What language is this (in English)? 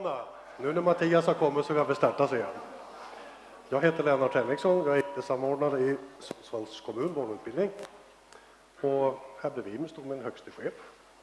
Swedish